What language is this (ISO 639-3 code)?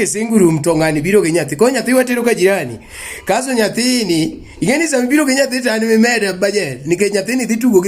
luo